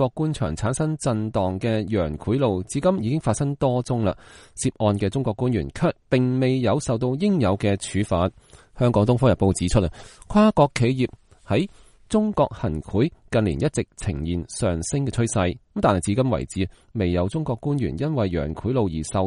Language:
Cantonese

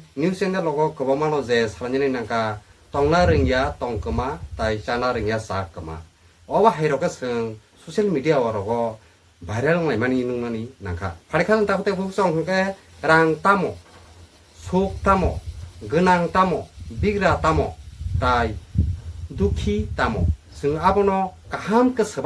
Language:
Kok Borok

